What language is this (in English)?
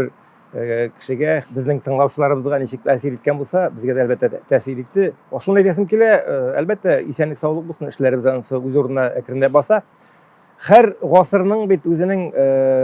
Tatar